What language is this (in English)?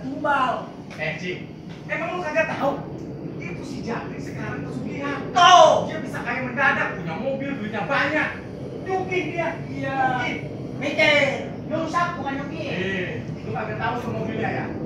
Betawi